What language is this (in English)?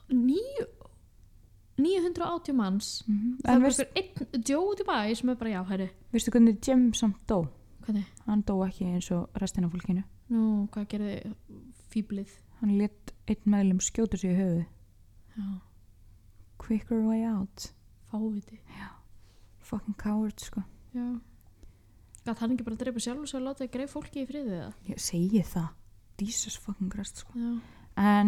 Icelandic